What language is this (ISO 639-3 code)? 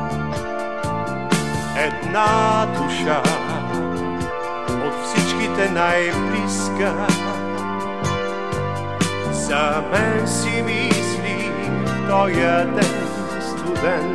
bul